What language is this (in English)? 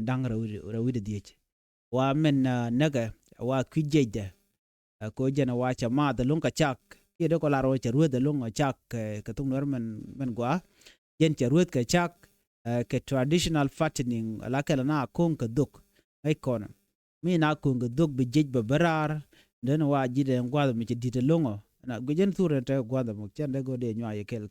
Nuer